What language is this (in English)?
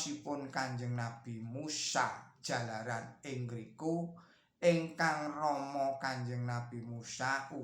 Javanese